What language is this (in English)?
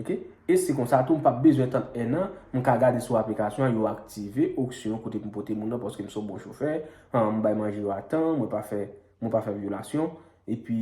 Haitian Creole